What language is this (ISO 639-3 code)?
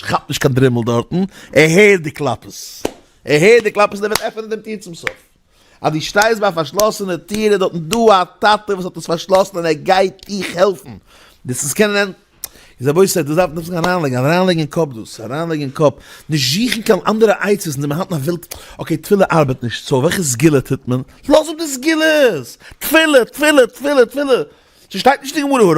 yid